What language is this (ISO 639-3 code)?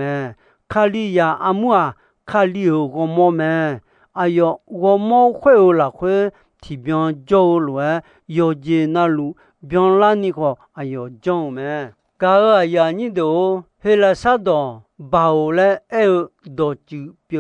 ahk